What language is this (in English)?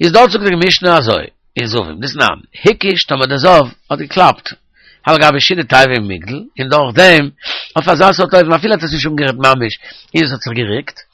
Yiddish